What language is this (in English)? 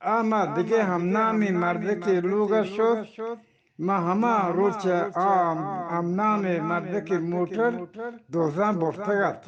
Eastern Balochi